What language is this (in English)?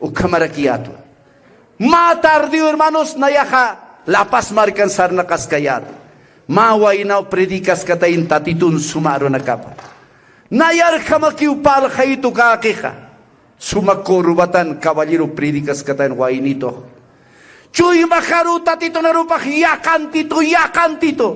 Aymara